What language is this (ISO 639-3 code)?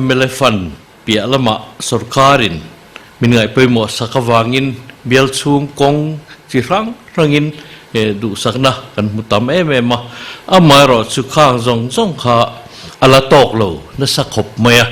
lus